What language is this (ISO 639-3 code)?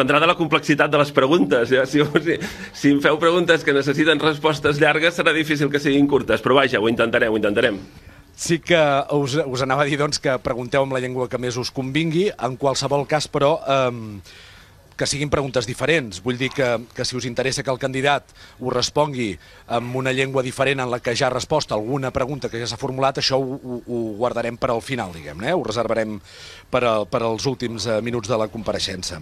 cat